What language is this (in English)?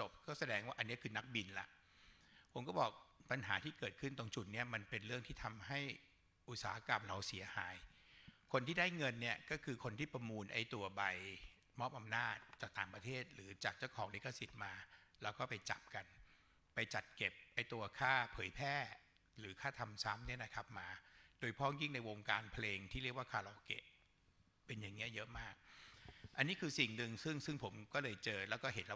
Thai